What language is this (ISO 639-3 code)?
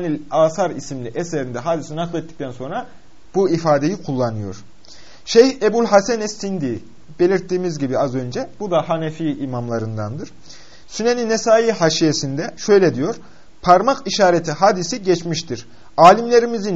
tur